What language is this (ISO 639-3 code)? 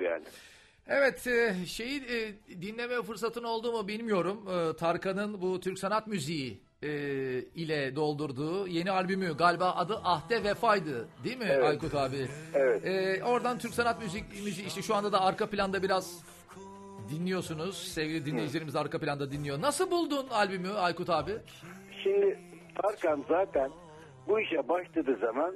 tur